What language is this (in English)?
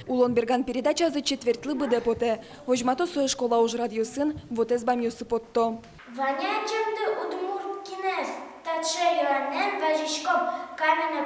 Udmurt